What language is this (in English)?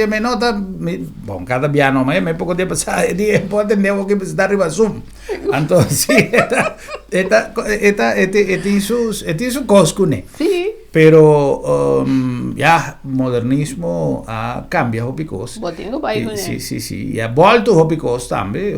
Papiamento